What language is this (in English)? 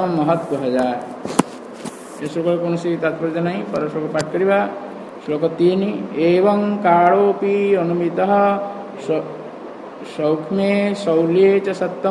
Odia